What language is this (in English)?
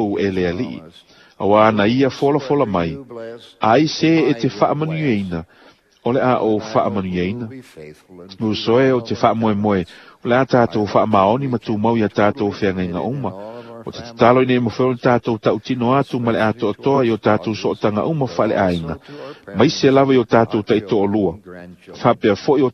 Samoan